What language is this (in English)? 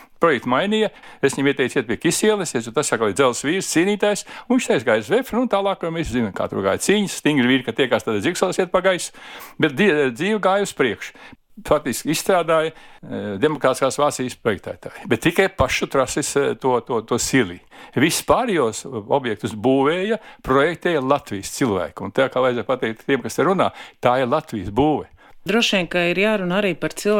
Latvian